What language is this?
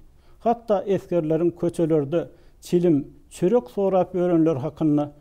Turkmen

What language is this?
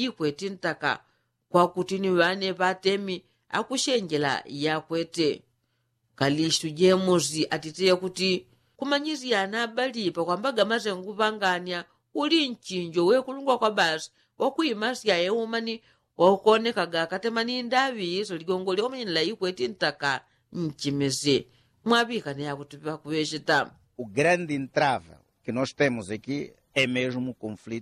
Yao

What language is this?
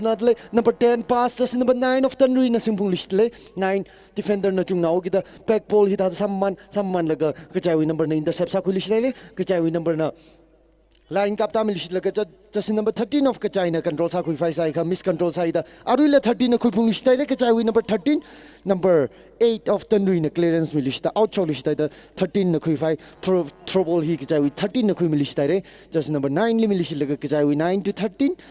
Tangkhul Naga (India)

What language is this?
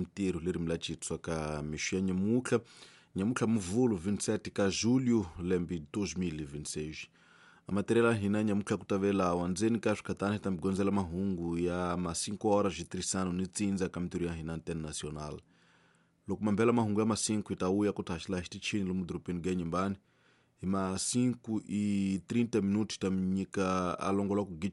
Tsonga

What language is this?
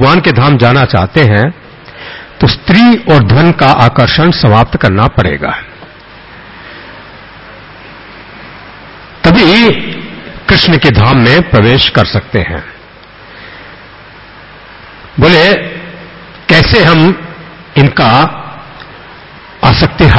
Hindi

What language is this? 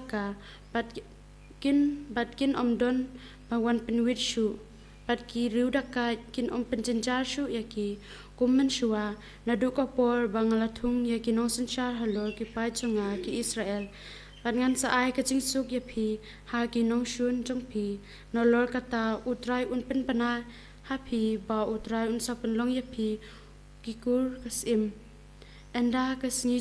Khasi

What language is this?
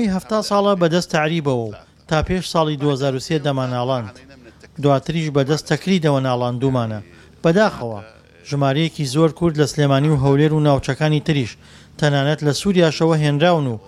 Central Kurdish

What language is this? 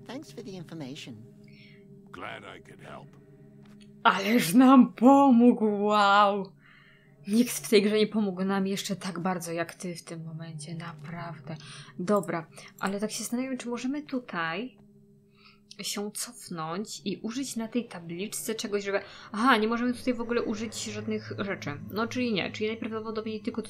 Polish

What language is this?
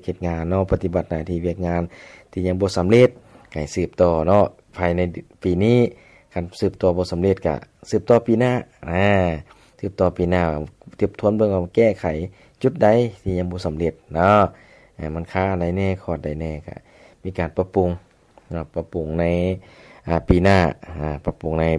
Lao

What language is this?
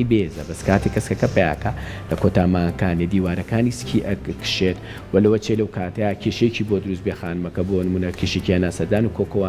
Central Kurdish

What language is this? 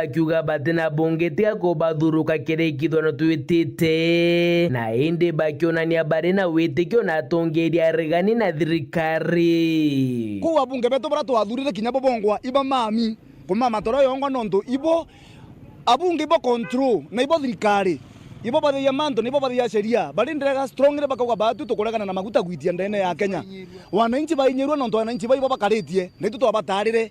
Meru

